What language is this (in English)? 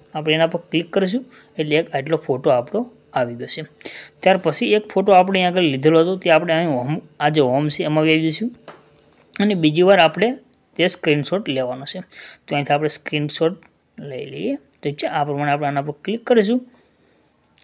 Gujarati